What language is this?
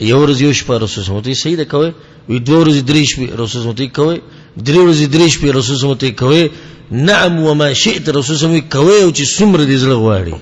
Pashto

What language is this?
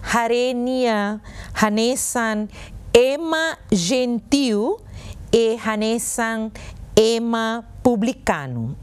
Tetum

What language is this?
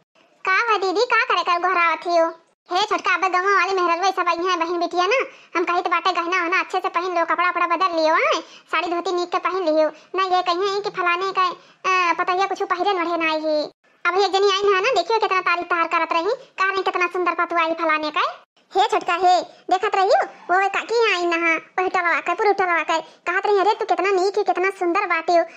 Awadhi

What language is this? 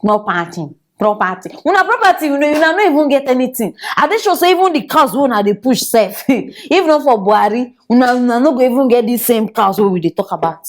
Nigerian Pidgin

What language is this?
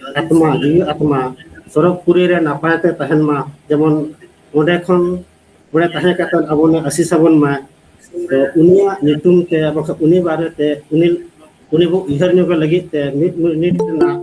Santali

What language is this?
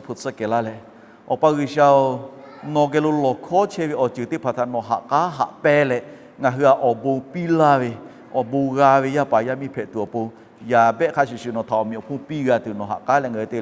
Lahu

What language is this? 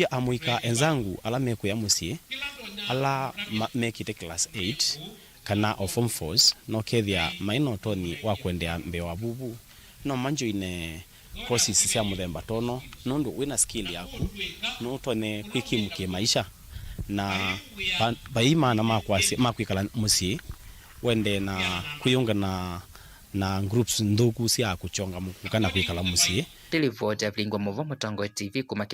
Kamba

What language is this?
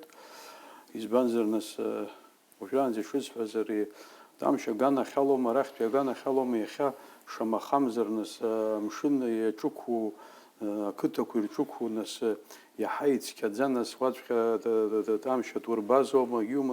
Abkhazian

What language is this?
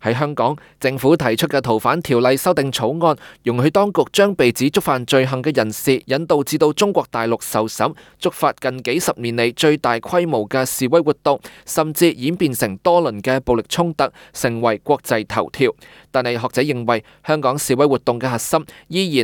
Cantonese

